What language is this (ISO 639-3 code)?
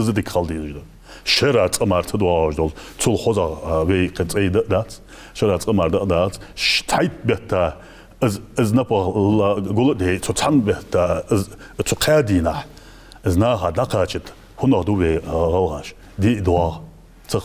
inh